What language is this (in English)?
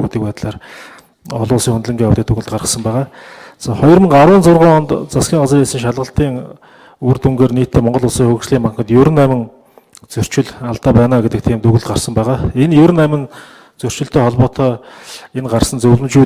Mongolian